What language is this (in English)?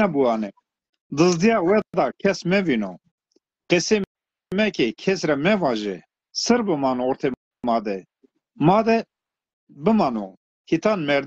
Zaza